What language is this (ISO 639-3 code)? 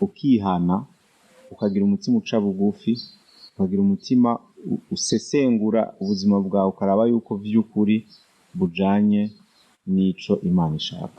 run